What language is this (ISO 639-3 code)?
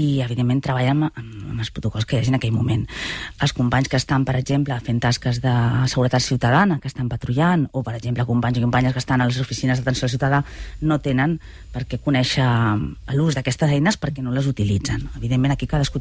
cat